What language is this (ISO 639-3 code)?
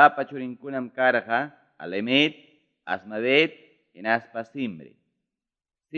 quy